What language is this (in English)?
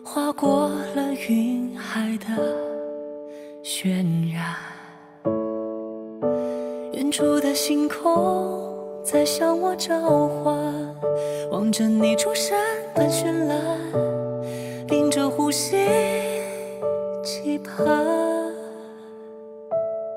Chinese